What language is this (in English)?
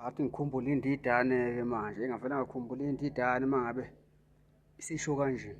Zulu